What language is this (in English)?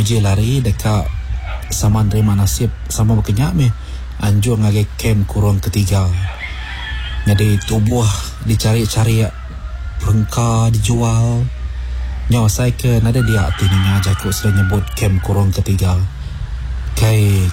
Iban